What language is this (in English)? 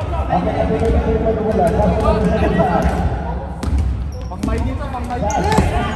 Filipino